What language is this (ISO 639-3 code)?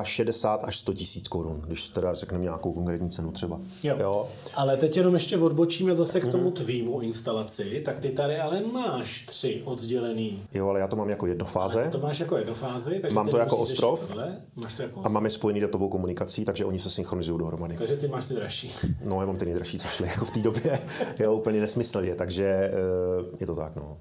ces